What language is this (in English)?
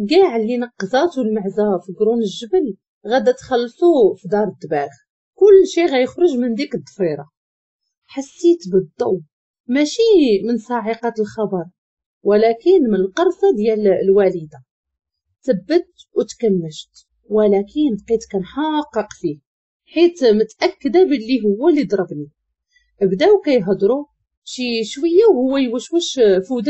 Moroccan Arabic